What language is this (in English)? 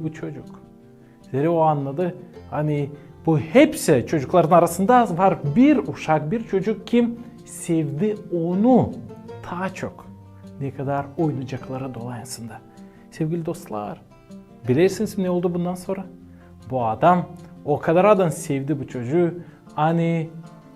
Gagauz